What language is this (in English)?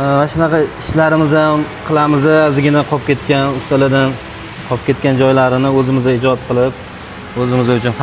Uzbek